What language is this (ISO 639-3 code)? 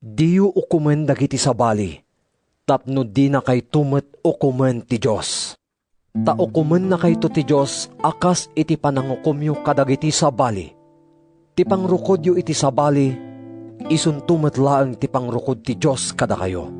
ilo